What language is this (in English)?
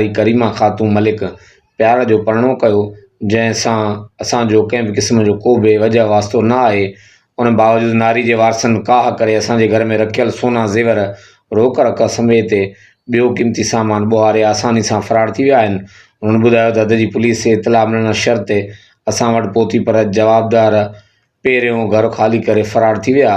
Sindhi